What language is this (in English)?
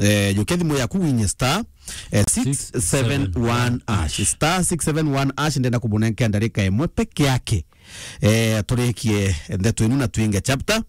Meru